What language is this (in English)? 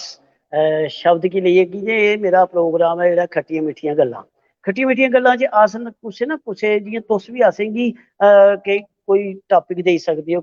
Dogri